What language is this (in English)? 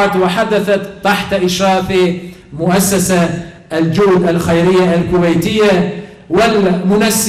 Bosnian